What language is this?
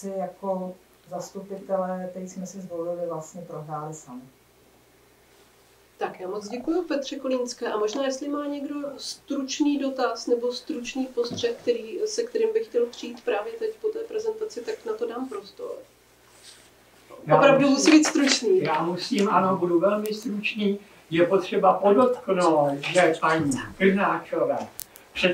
Czech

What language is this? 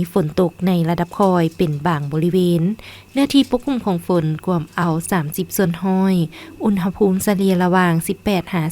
Lao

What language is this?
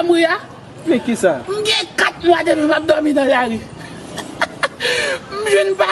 Haitian Creole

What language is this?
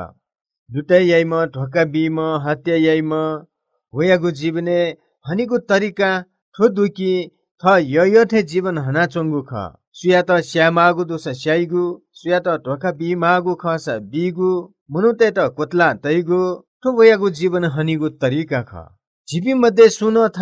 Newari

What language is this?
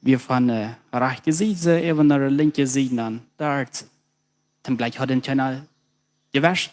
Plautdietsch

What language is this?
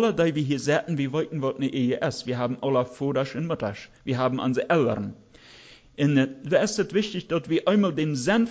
German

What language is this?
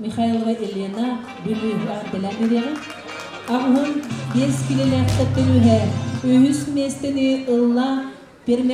Yakut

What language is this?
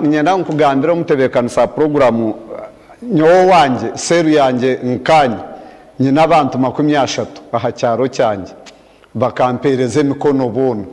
Nyankole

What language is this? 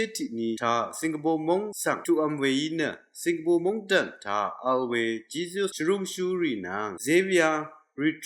Rawang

